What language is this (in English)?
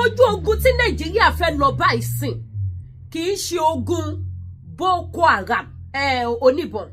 Yoruba